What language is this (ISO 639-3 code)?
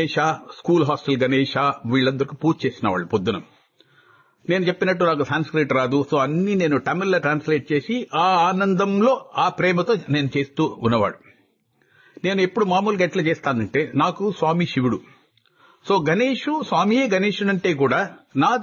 tel